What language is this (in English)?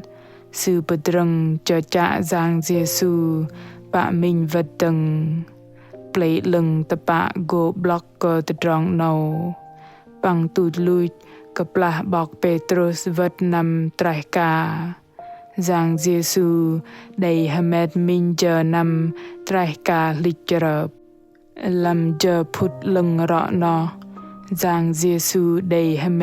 Bahnar